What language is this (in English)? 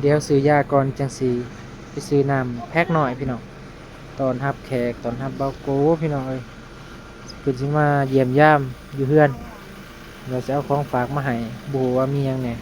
Northeastern Thai